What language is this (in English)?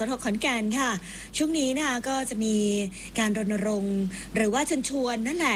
Thai